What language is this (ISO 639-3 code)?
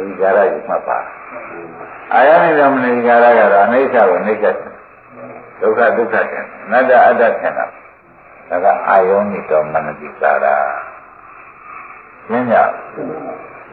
mya